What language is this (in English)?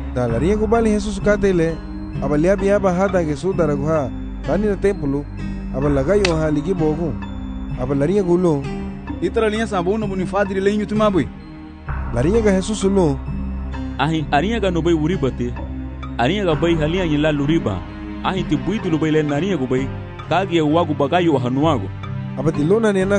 Garifuna